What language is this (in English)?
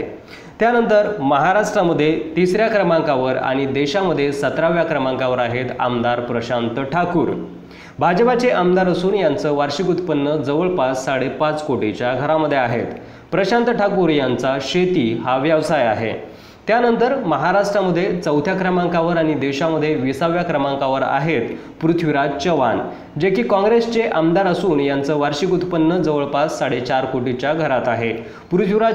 Marathi